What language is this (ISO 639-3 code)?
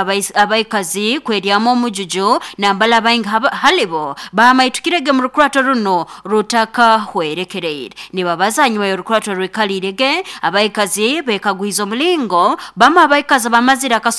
nyn